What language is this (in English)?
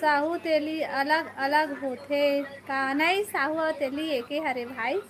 Chhattisgarhi